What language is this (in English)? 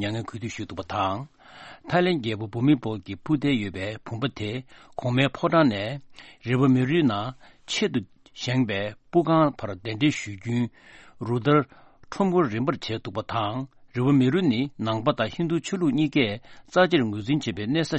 Tibetan